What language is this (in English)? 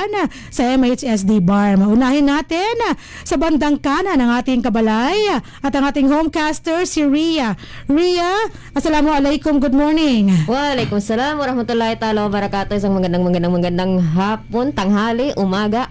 Filipino